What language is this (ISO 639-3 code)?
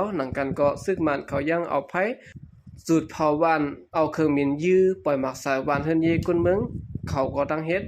shn